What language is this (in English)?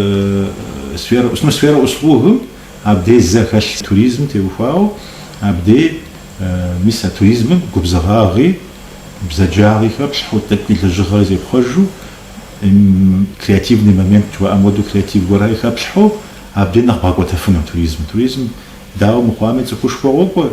Kabardian